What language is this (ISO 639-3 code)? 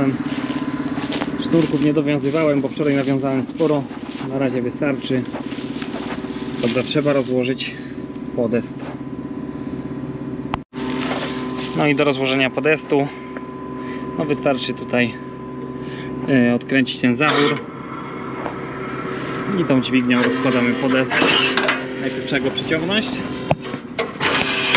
pol